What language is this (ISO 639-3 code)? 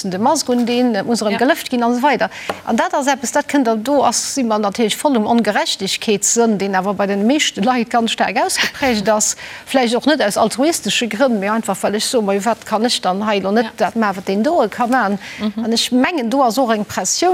ltz